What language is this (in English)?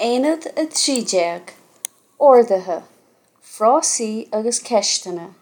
Irish